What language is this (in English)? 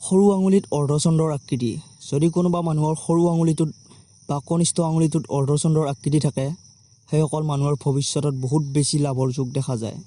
Assamese